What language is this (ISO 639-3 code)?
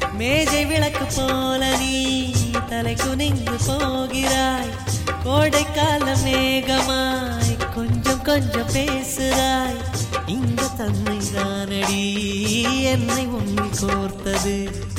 tam